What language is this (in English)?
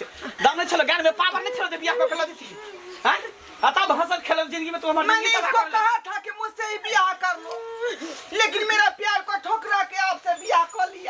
Maithili